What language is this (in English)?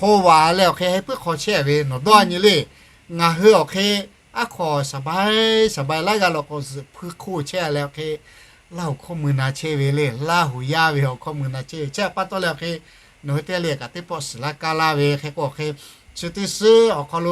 Lahu